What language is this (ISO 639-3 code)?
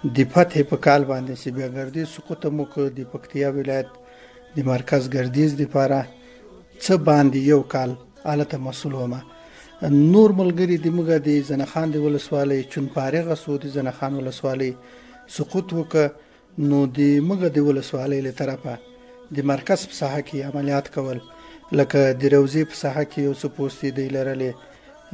pus